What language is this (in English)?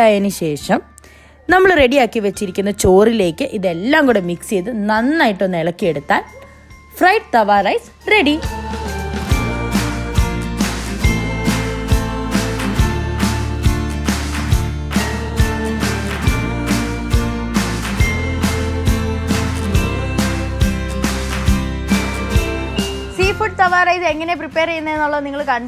Malayalam